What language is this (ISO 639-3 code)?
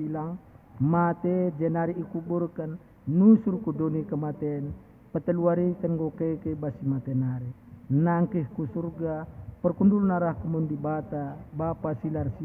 btx